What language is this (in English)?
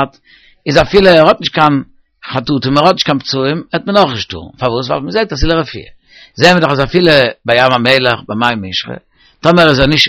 Yiddish